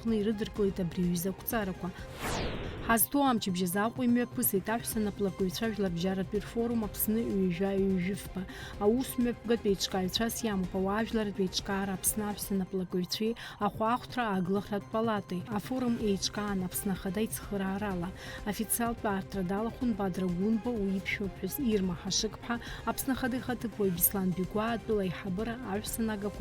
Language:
Abkhazian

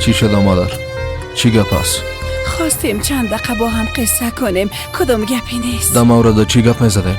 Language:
Persian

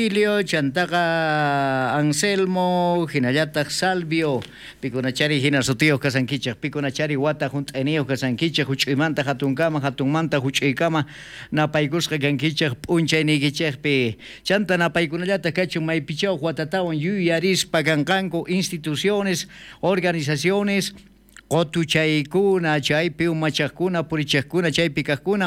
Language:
South Bolivian Quechua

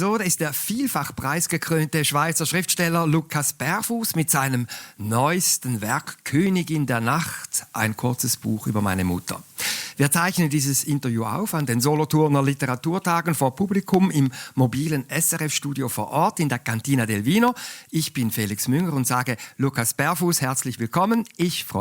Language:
Swiss German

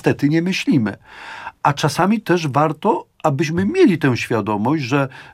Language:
Polish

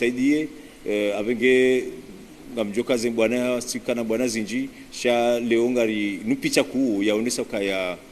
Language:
Ngazidja Comorian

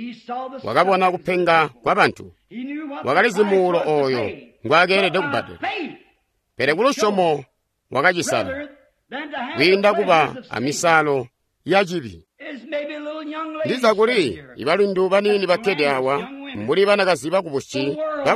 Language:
Tonga (Zambia)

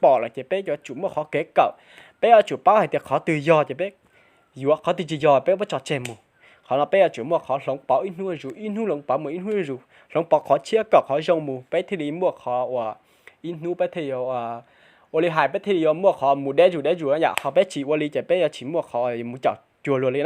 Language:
Hmong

